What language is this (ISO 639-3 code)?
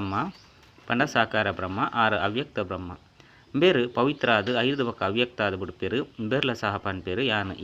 tcy